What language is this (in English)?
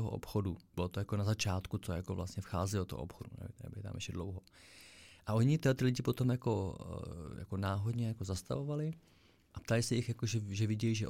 Czech